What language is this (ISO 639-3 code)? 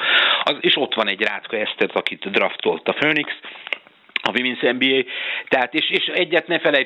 hun